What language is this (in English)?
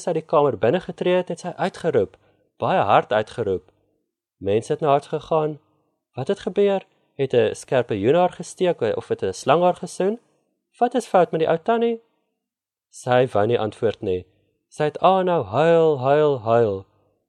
Afrikaans